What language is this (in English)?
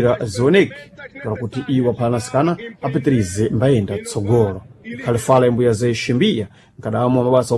Sena